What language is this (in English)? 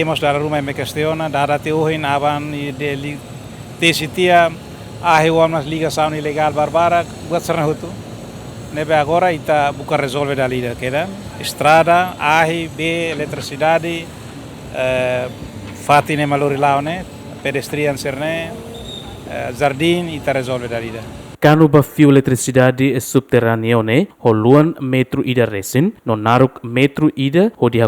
Tetum